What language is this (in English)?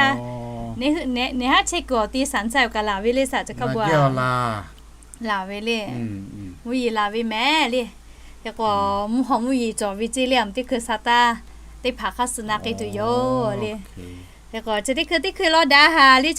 Lahu